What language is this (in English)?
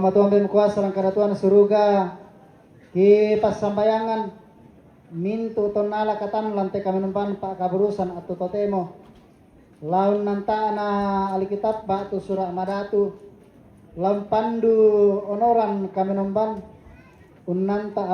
Toraja-Sa'dan